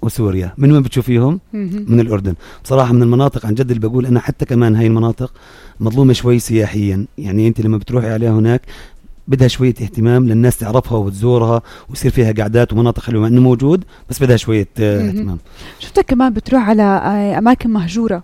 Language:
North Levantine Arabic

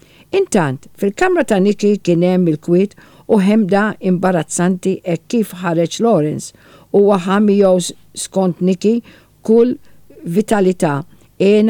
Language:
Maltese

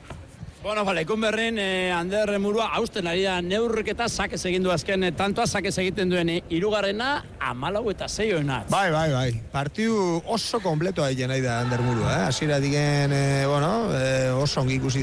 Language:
Basque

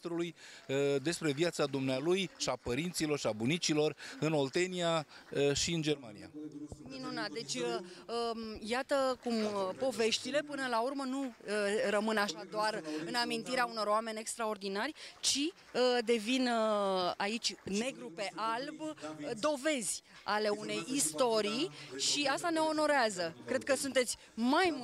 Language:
Romanian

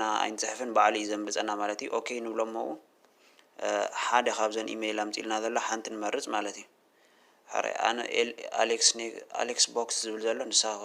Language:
Tigrinya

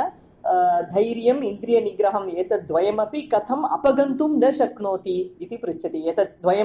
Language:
Sanskrit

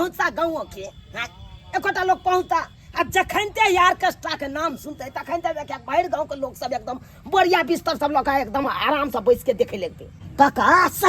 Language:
Maithili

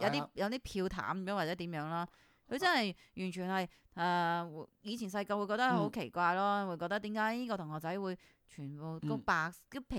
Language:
Cantonese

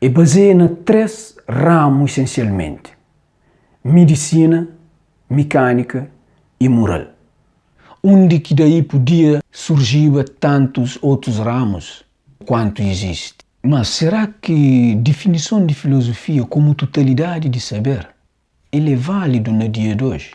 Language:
Kabuverdianu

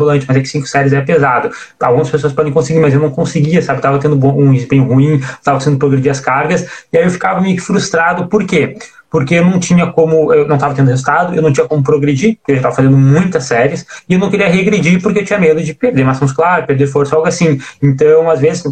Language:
Portuguese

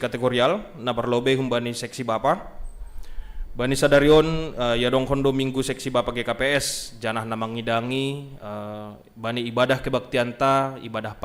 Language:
Batak Simalungun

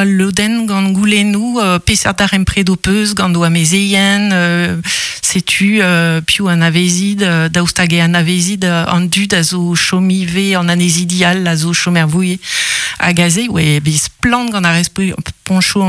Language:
Breton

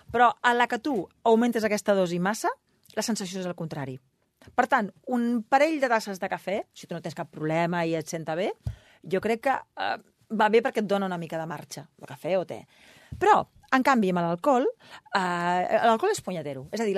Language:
Catalan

